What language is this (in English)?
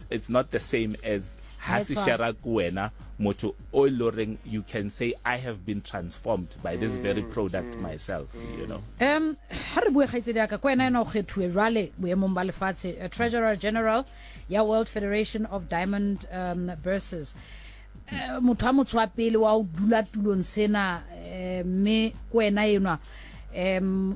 Southern Sotho